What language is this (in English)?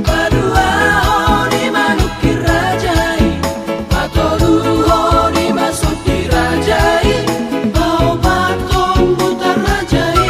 Batak Toba